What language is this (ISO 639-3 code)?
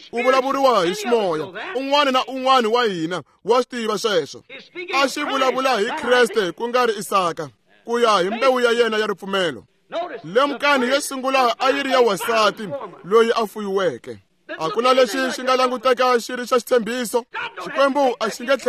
tso